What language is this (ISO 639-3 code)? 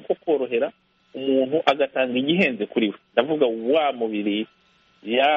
kin